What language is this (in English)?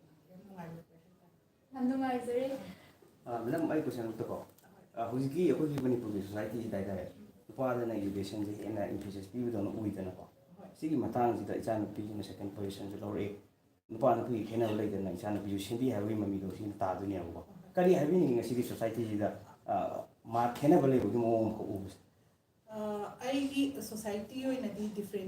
Manipuri